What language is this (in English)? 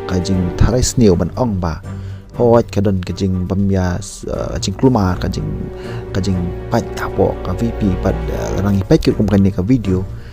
Khasi